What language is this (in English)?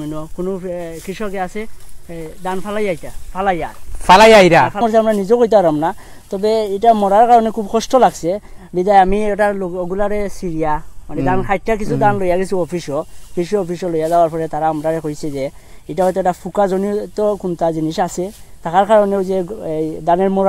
Sylheti